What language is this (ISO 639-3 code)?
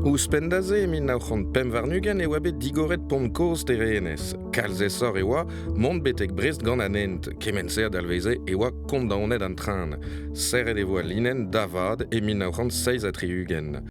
bre